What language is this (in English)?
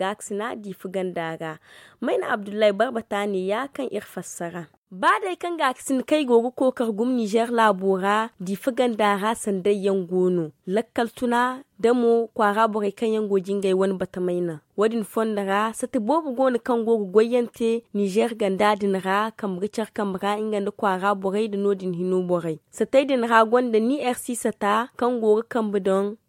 Zarma